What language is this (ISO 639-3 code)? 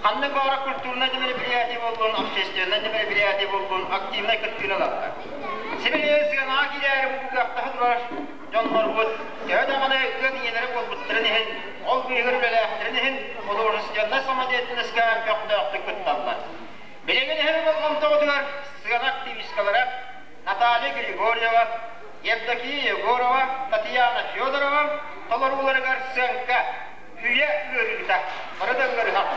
sah